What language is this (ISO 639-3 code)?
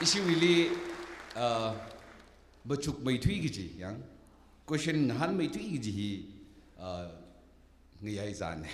nmf